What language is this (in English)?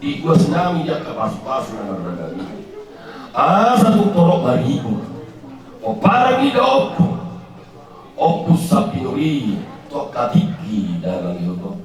Batak Toba